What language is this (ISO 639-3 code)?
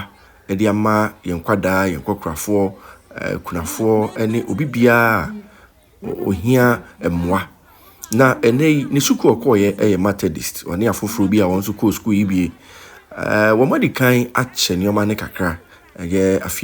aka